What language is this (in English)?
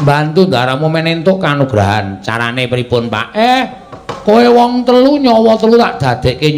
Javanese